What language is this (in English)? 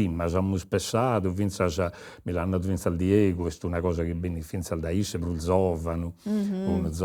Sardinian